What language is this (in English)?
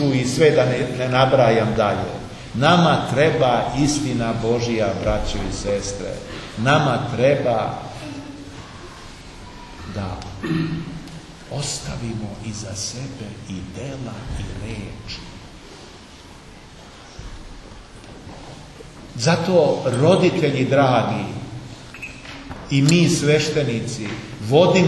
Serbian